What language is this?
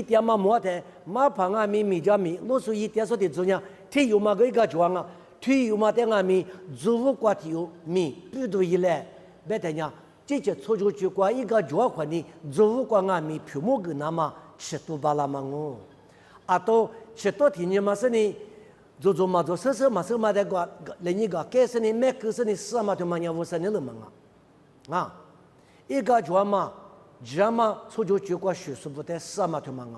Lisu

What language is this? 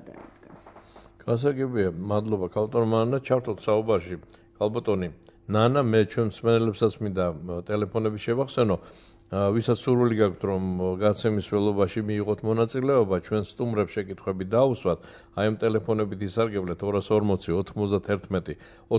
Georgian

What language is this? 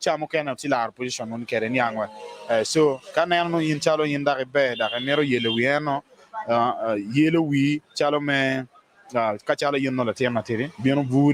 Acoli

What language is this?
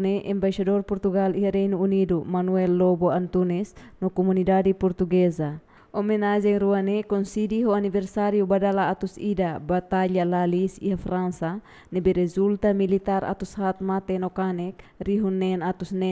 Tetum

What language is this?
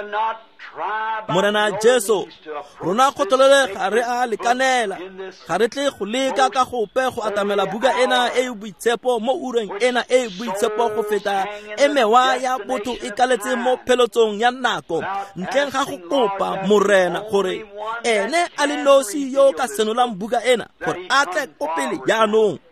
Tswana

